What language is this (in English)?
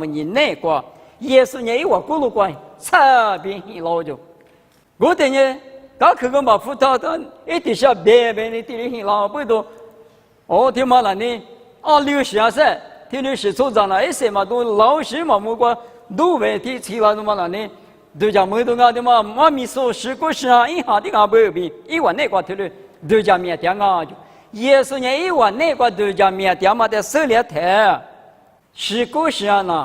Lisu